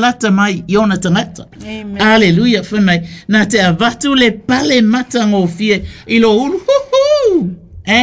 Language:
Samoan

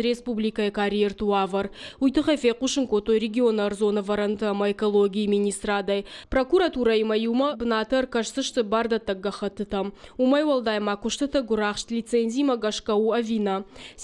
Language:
Ossetic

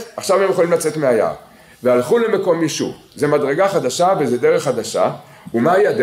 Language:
Hebrew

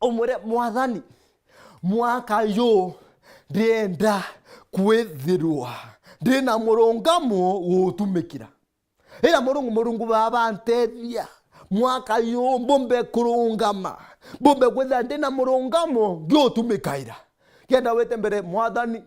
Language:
Meru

